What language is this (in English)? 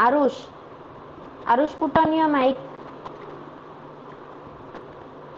Marathi